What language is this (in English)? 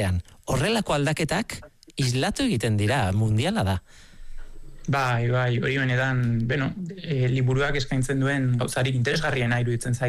Basque